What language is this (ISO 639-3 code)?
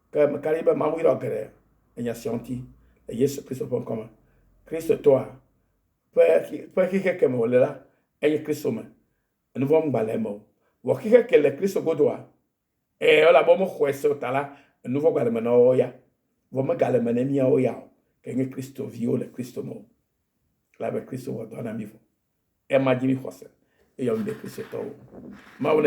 ewe